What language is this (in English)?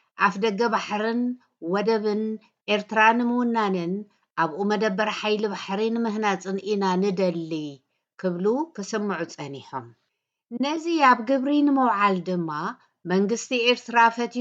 Tigrinya